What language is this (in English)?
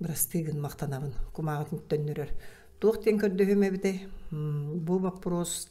Yakut